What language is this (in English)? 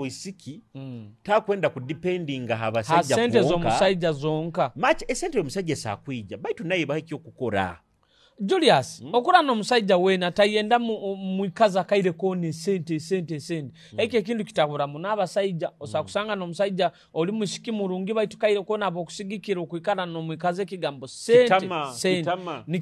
Nyoro